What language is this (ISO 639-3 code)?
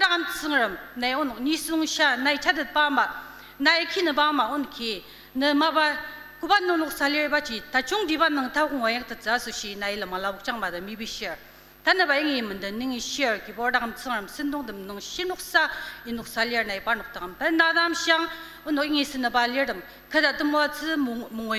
njo